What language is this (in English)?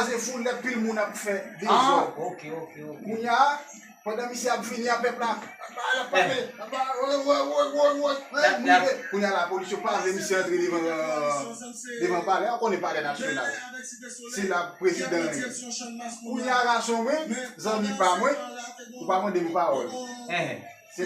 Haitian Creole